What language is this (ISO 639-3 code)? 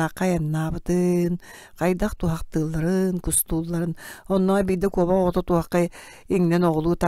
sah